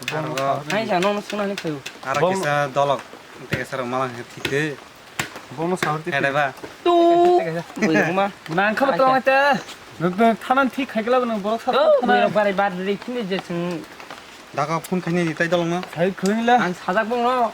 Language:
Kok Borok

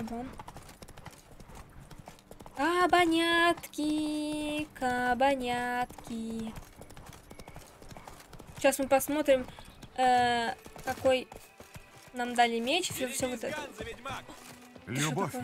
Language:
Russian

